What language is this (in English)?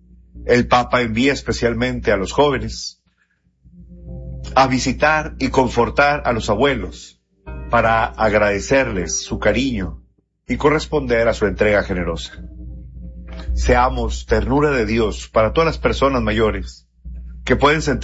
Spanish